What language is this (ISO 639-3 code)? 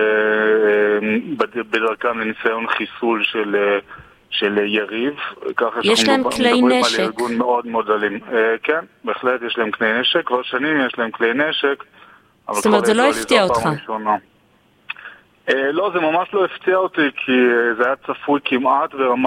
heb